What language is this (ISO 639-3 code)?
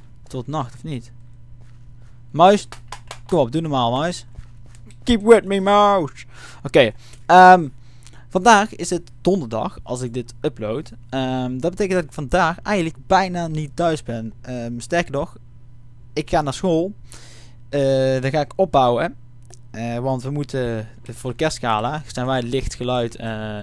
nld